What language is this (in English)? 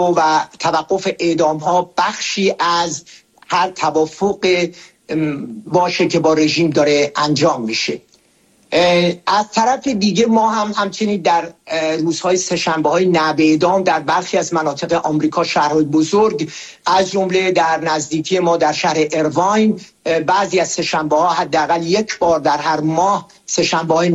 Persian